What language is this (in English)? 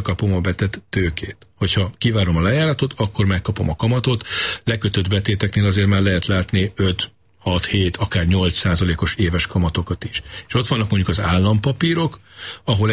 Hungarian